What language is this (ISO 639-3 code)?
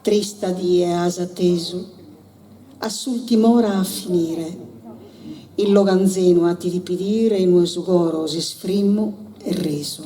srd